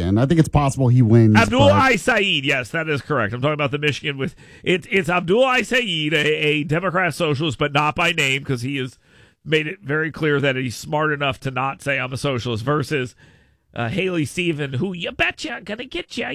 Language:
English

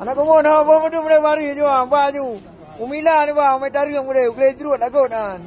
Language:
Achinese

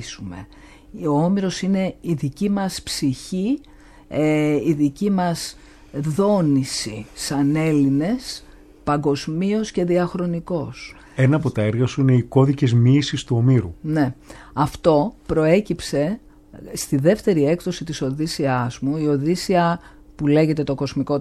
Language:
Greek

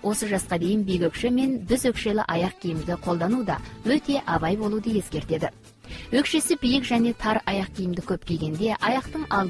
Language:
Kazakh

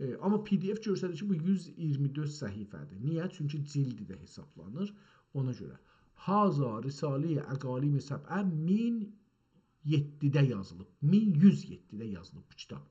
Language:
South Azerbaijani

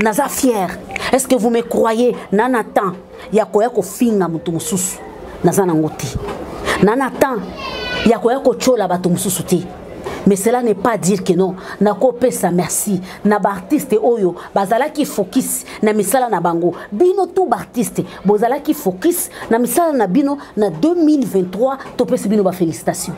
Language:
Lingala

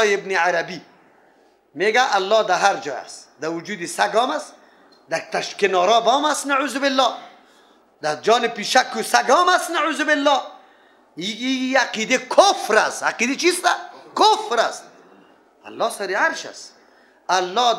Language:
Persian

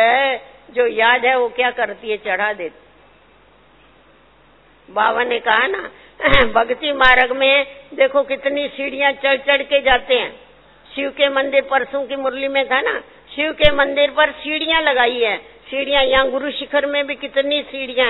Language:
Hindi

